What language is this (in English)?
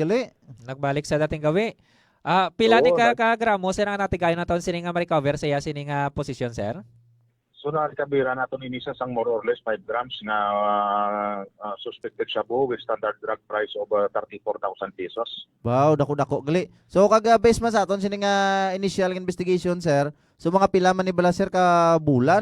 Hiligaynon